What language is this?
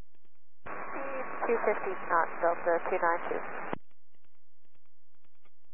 English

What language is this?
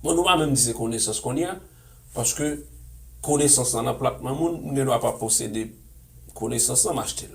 Haitian Creole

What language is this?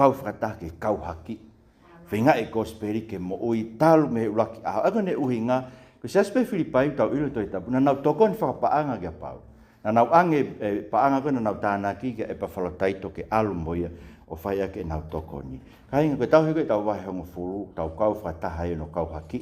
Tongan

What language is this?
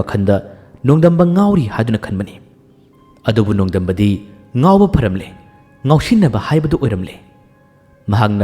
Manipuri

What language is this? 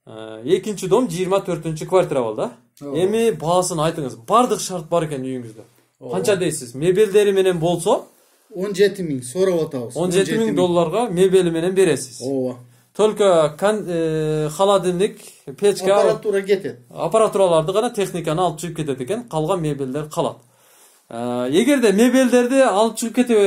Kyrgyz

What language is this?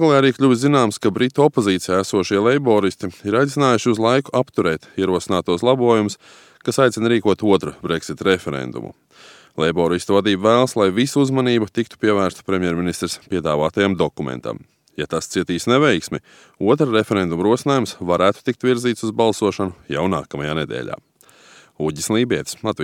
Latvian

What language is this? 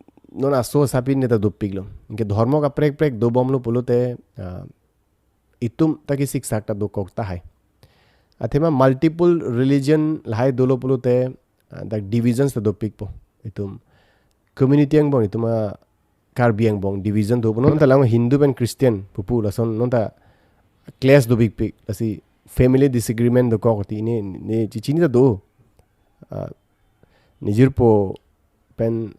Karbi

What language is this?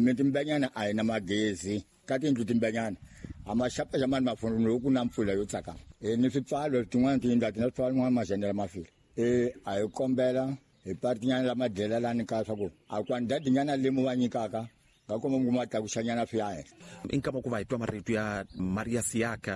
Tsonga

